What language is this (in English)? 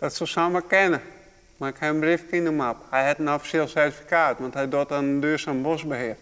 Western Frisian